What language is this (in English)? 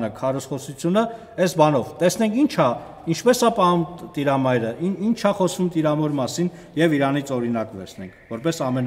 Armenian